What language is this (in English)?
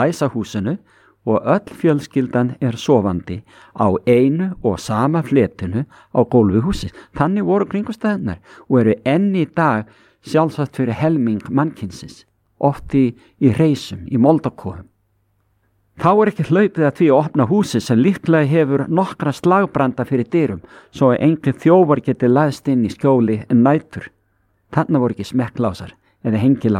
Icelandic